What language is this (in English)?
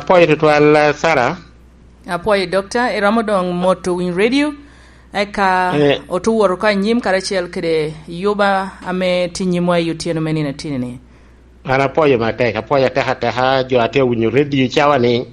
Lango (Uganda)